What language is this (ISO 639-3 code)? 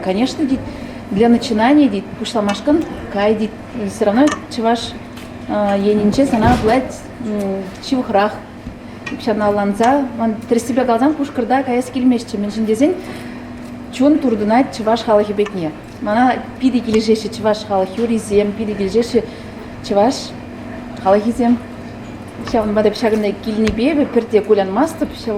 chv